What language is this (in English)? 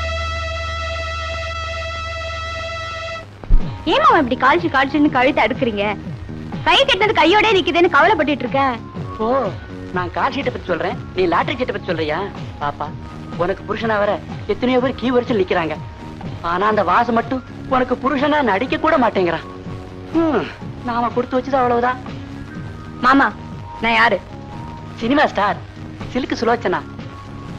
Tamil